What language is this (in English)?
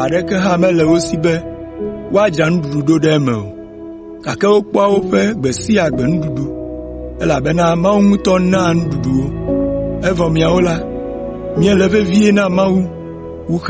Ewe